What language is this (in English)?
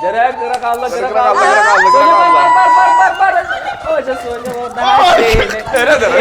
Yakut